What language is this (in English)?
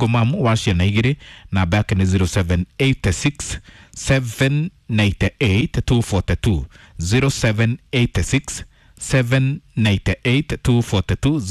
Kikuyu